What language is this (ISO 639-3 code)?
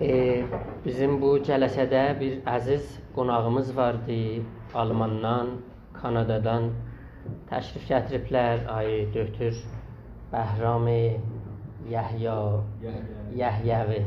azb